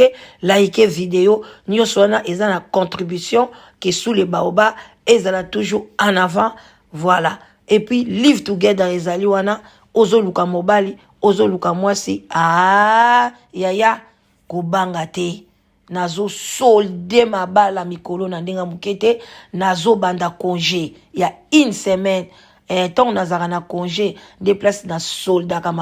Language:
Lingala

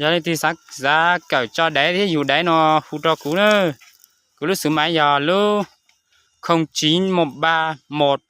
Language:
Hmong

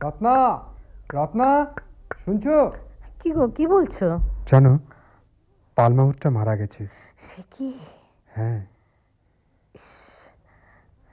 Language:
Bangla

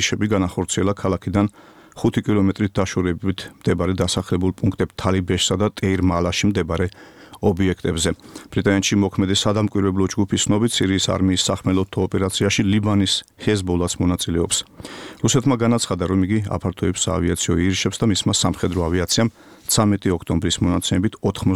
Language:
Georgian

